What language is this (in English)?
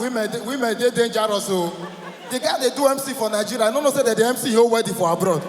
Nigerian Pidgin